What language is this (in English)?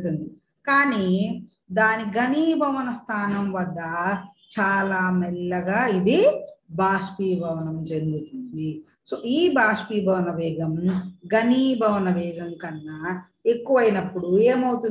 Telugu